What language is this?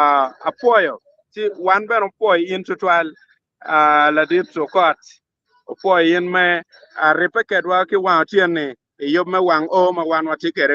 Acoli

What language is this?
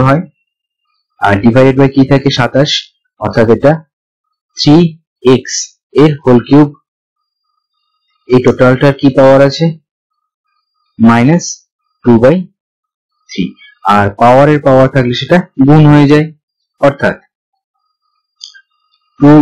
Bangla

